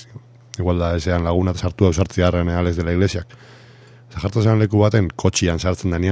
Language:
Basque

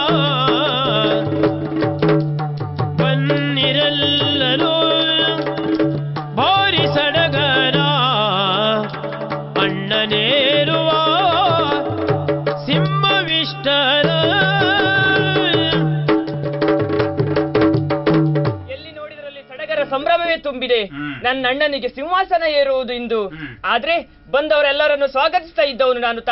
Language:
Kannada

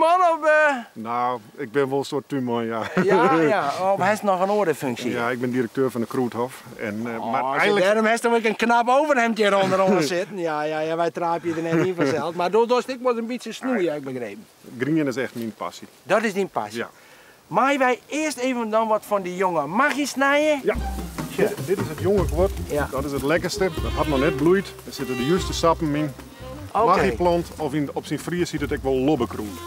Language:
Western Frisian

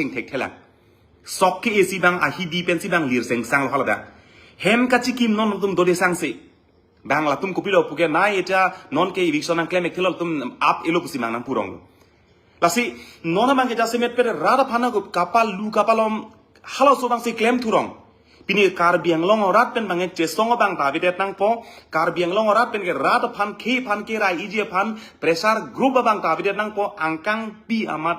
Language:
Karbi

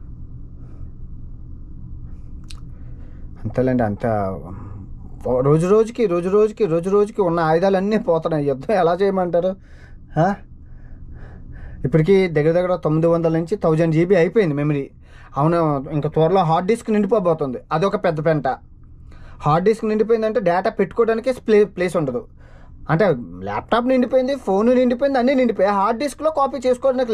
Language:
Telugu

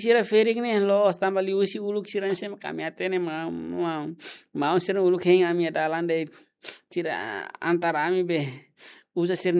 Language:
Tetum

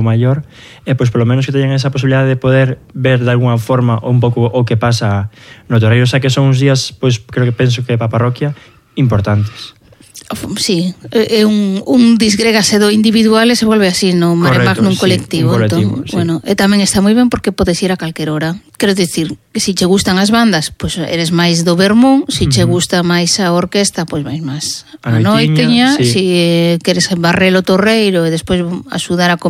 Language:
Galician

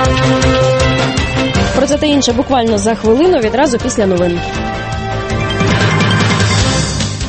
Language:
Ukrainian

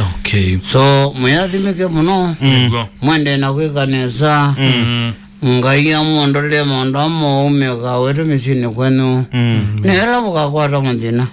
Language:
Kamba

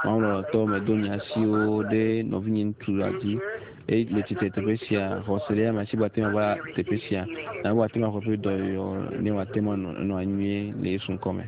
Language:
Ewe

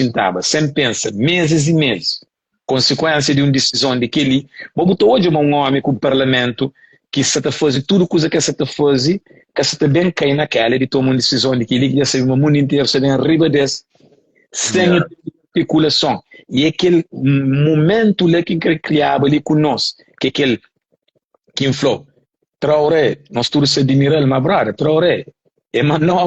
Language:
Kabuverdianu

